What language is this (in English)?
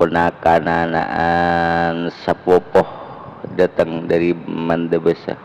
Madurese